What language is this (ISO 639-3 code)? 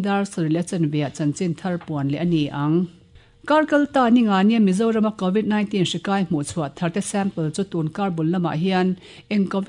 lus